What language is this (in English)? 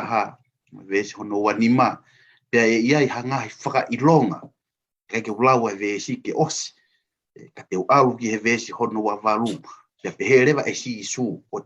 Tongan